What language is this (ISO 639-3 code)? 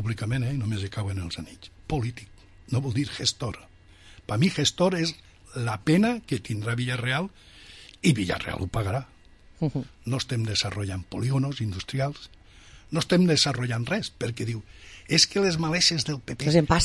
cat